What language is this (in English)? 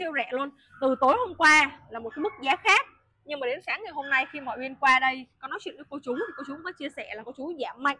Vietnamese